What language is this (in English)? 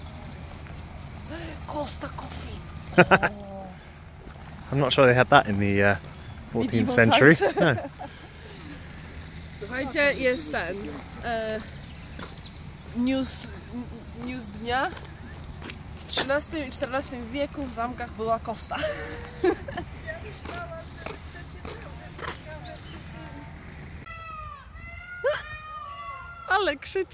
Polish